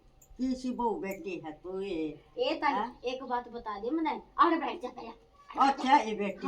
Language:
Haryanvi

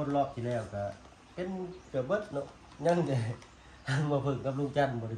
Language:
Lao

